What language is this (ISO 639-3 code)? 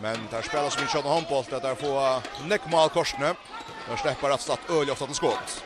fao